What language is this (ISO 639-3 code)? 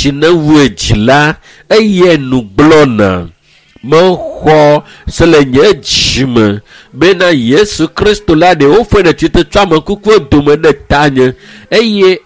ewe